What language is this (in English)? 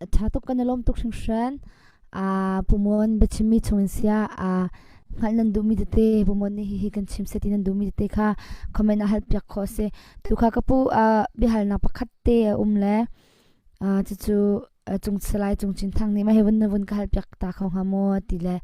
Hakha Chin